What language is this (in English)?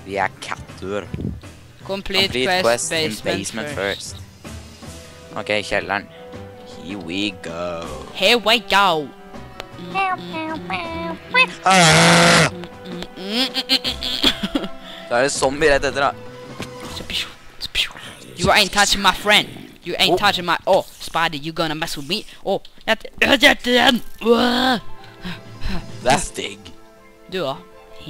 Norwegian